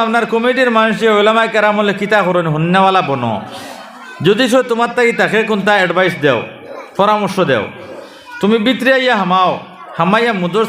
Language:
Sylheti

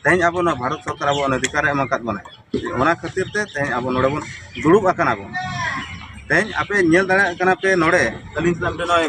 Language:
Santali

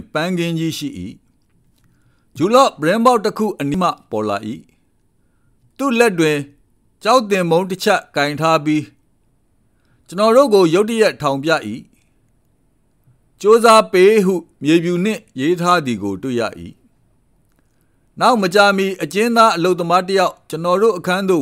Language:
Burmese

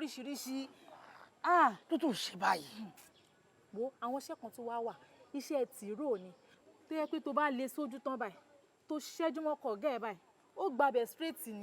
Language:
Yoruba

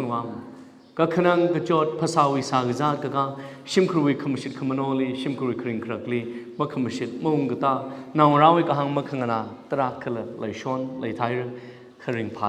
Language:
Tangkhul Naga (India)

